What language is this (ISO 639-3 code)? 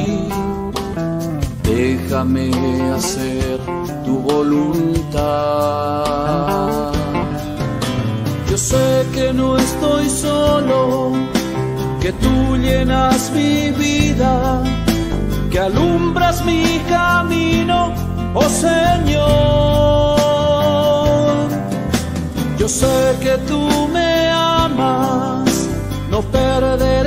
spa